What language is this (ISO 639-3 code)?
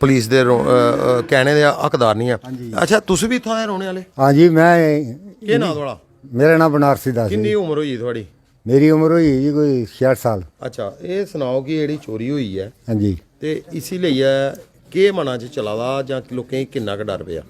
doi